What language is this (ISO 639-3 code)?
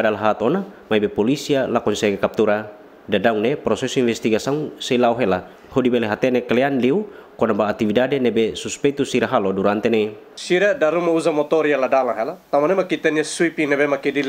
tet